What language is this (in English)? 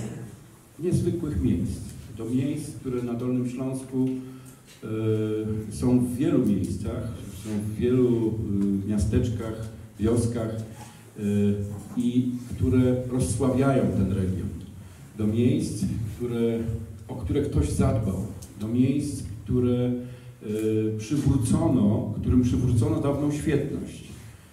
Polish